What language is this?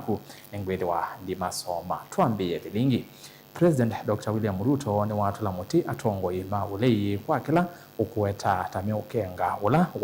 Kamba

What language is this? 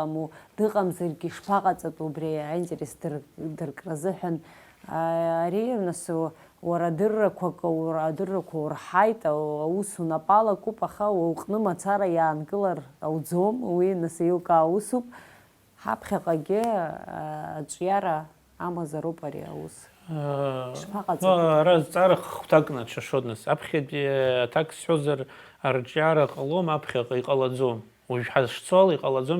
Abkhazian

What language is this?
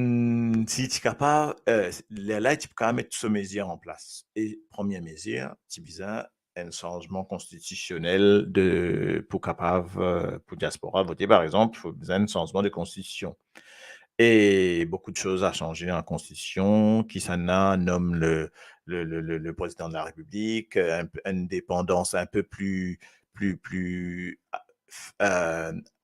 Morisyen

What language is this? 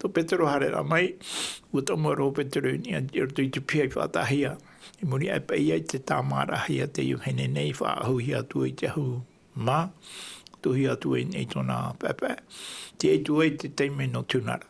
Tahitian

